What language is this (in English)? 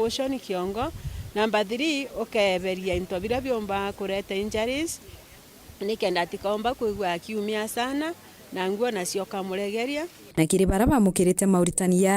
Meru